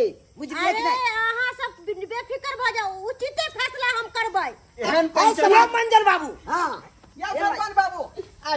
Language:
Maithili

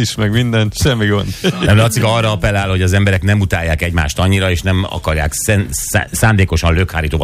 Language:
Hungarian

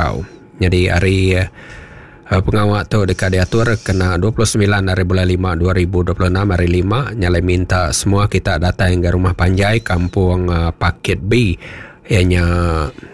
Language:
Iban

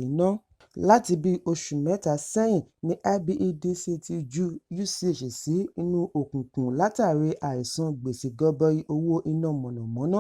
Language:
Yoruba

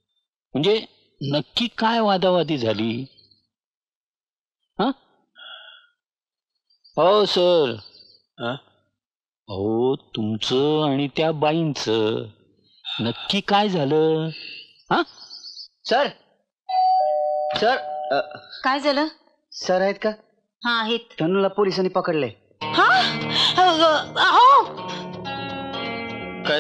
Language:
Marathi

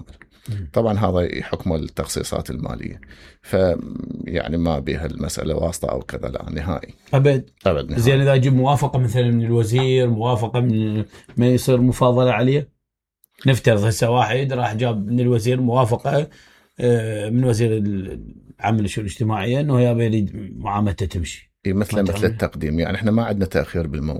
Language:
Mesopotamian Arabic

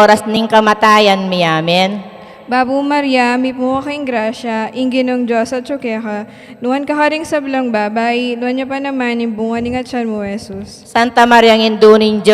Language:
Pampanga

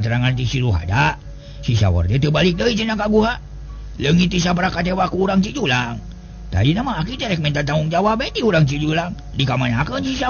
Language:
Sundanese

